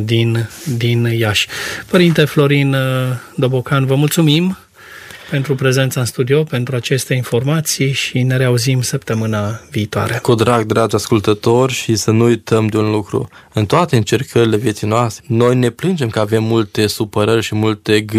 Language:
Romanian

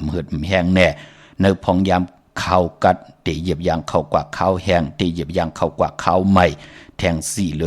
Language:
Shan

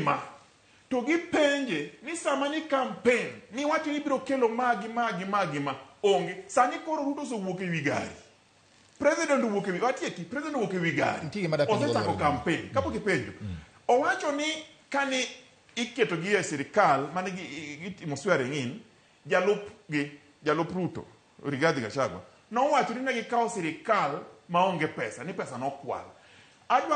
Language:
Luo (Kenya and Tanzania)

